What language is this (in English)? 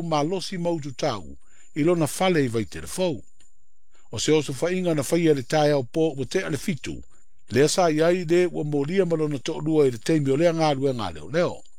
Samoan